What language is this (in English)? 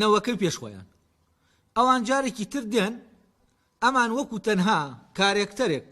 Central Kurdish